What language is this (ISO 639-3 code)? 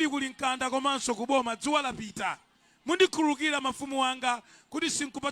nya